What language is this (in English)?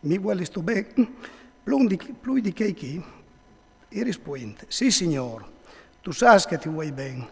Friulian